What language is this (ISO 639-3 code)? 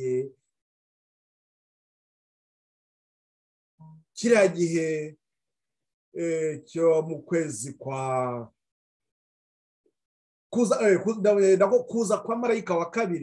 kin